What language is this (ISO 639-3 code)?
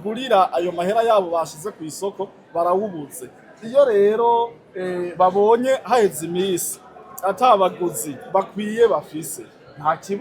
run